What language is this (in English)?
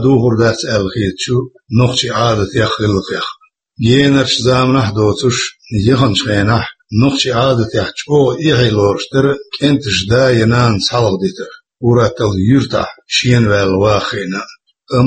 Chechen